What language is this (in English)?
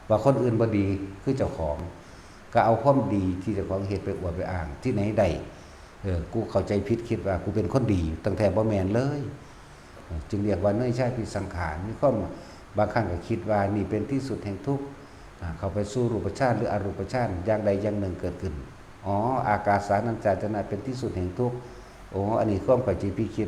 Northeastern Thai